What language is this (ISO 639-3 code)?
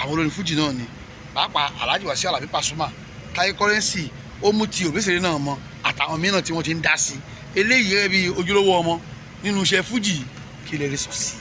yor